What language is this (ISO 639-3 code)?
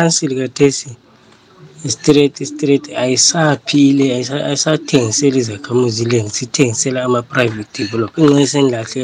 nde